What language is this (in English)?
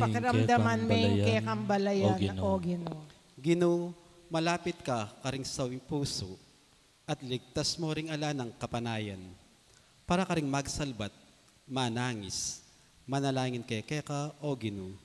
Pampanga